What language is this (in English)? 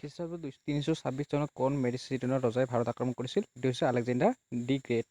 Assamese